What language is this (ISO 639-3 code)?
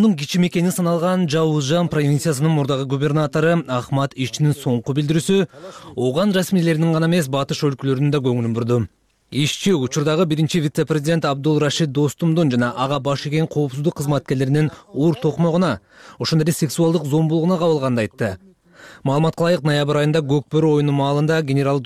kir